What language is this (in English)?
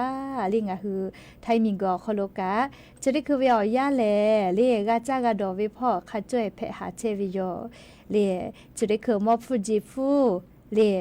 Lahu